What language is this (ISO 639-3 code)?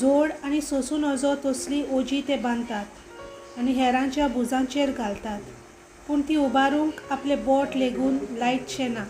kok